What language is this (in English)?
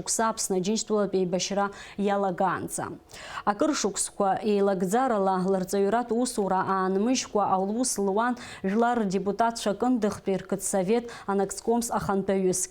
Abkhazian